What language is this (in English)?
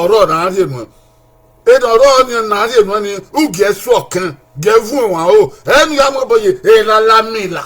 Bini